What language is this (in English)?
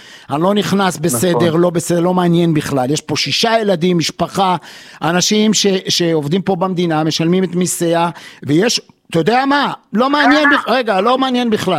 Hebrew